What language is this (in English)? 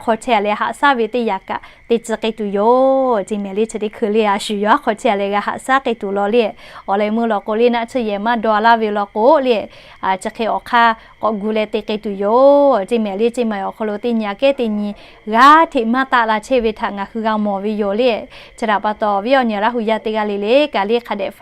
Lahu